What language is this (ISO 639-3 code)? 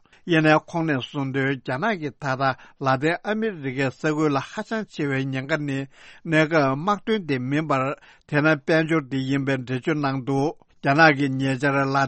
bod